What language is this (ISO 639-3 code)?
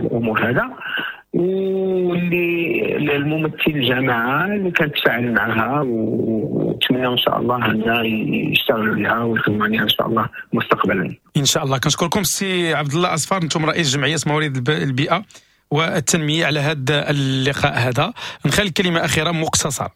ary